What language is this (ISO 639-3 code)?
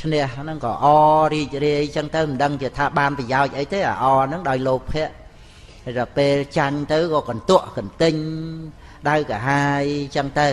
khm